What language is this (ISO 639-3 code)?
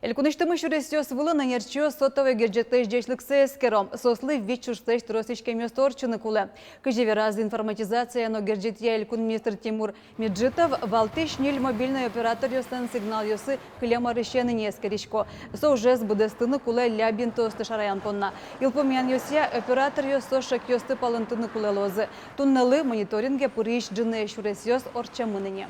udm